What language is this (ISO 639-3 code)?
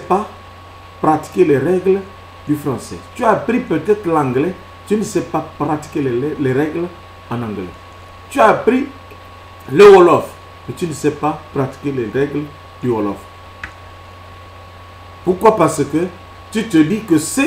fra